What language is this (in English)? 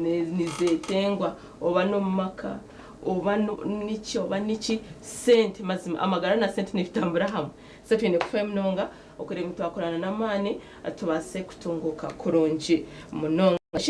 Nyankole